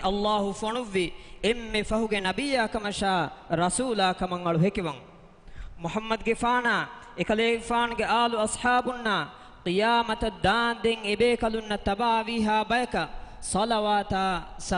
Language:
Divehi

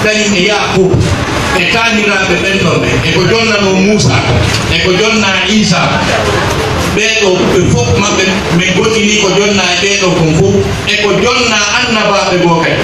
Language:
Pular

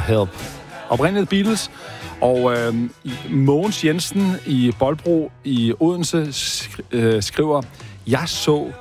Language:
Danish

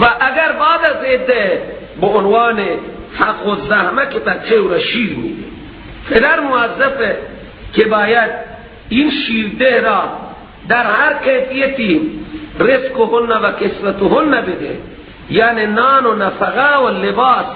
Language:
Persian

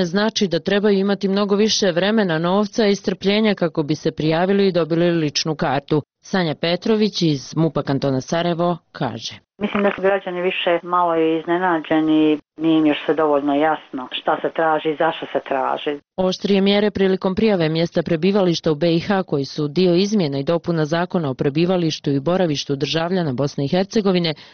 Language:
Bosnian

